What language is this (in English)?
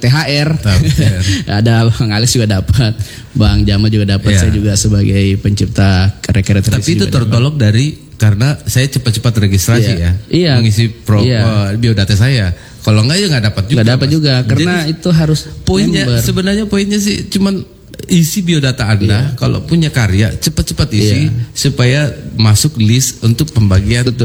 Indonesian